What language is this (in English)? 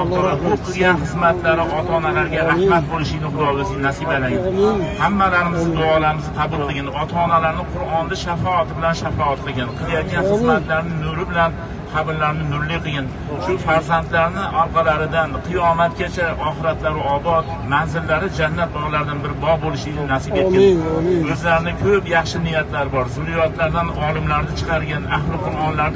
Uzbek